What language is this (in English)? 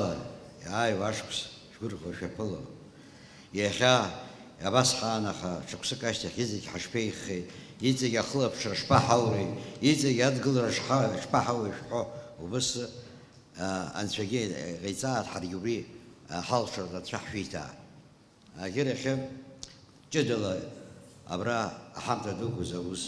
Abkhazian